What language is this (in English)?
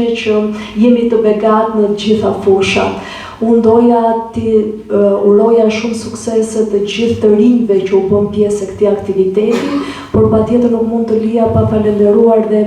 Albanian